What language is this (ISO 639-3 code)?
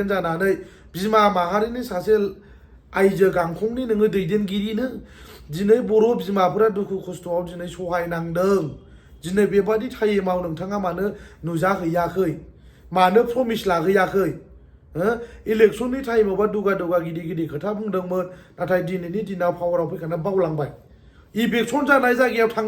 brx